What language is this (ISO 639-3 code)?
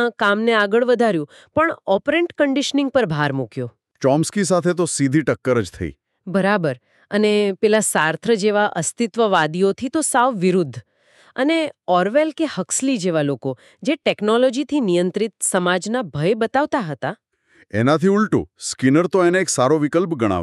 guj